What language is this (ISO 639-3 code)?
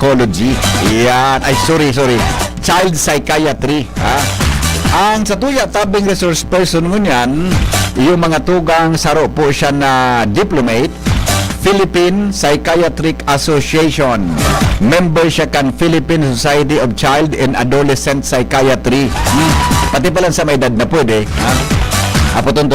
bik